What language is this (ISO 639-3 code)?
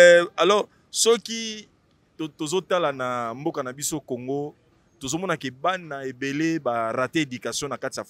lin